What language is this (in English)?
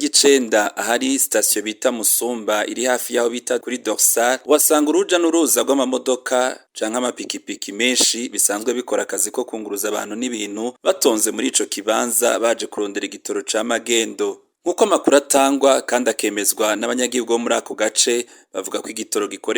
Rundi